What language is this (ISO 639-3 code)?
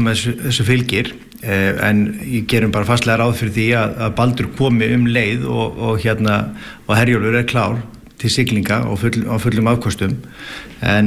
isl